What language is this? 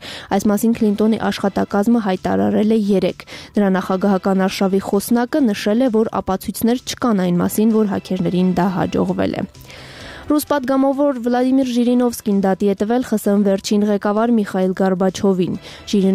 Armenian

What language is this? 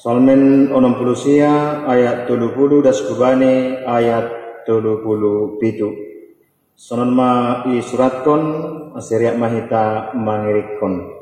Batak Simalungun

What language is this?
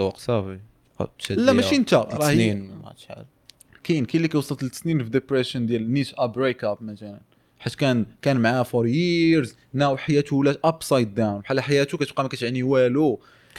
Moroccan Arabic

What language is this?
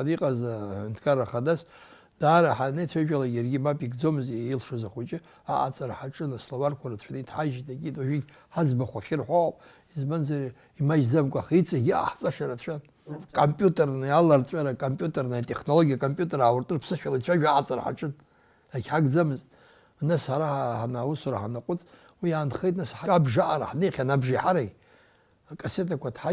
Abkhazian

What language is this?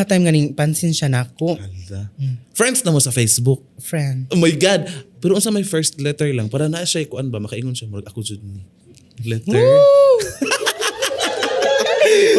Cebuano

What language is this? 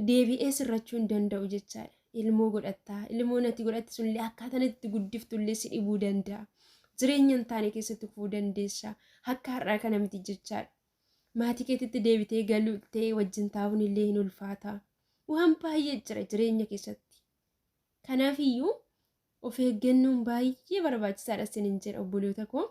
Oromo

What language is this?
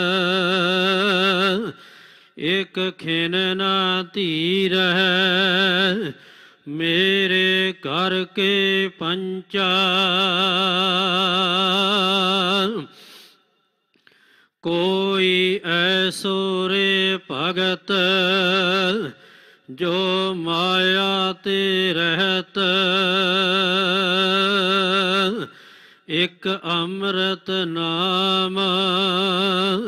Punjabi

